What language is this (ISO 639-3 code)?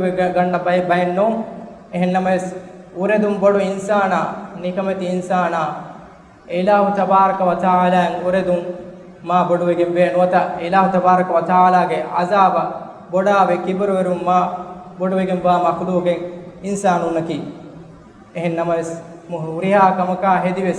div